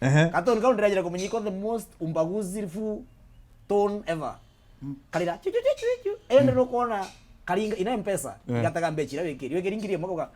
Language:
Meru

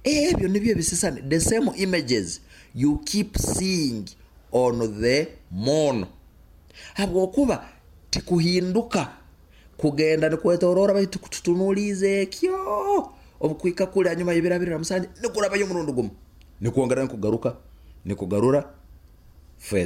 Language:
Nyoro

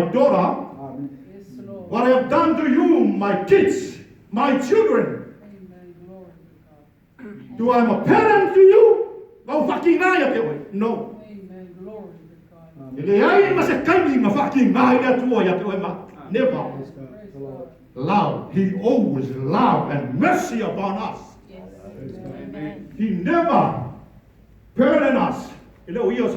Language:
Samoan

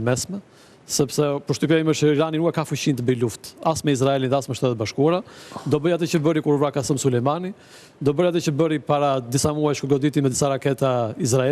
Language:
Albanian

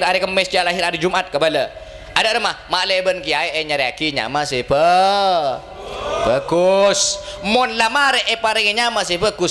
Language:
Madurese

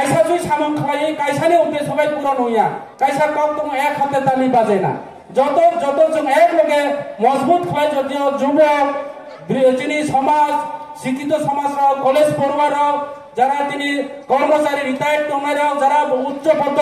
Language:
Riang (India)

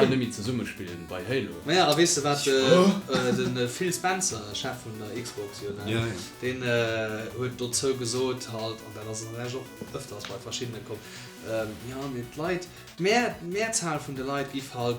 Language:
Luxembourgish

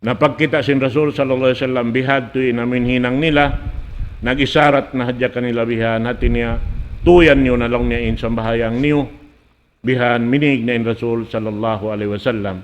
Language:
Tausug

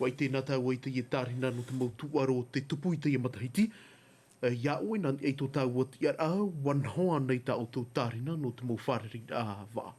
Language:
Tahitian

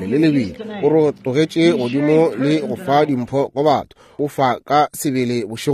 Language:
Northern Sotho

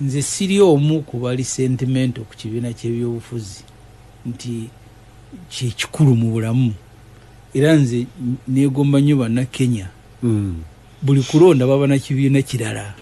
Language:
Ganda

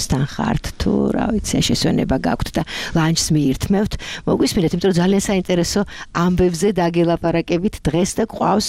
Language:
Georgian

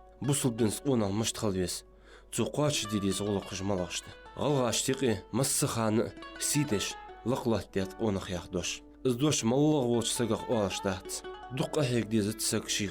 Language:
Ingush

